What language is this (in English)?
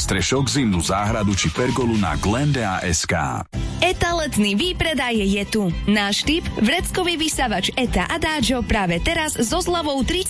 Slovak